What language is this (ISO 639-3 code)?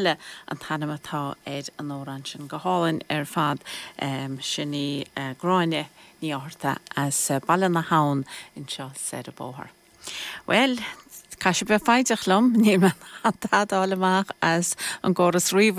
gle